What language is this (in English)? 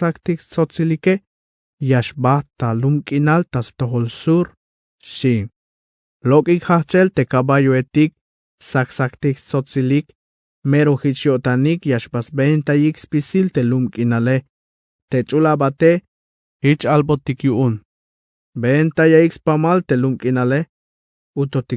Tzeltal